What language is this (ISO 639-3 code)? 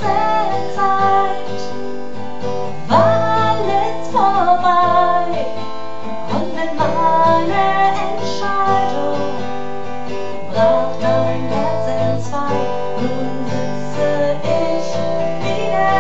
deu